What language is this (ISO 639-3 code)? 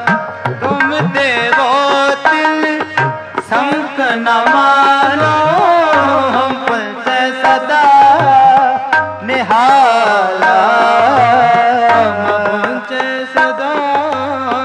pan